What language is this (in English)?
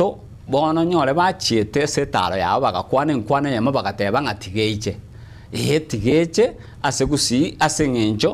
Gusii